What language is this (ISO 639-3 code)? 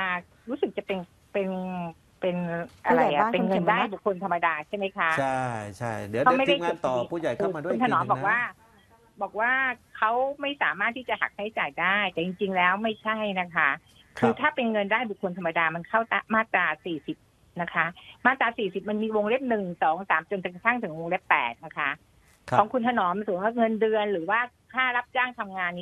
tha